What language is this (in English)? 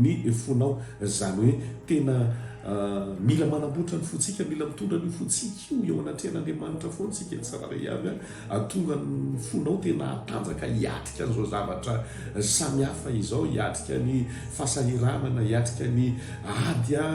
Malagasy